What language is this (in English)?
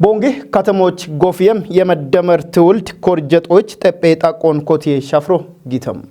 Kafa